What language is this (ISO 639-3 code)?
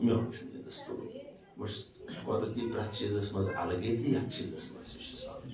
kas